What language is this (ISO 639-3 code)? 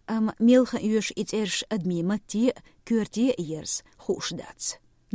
che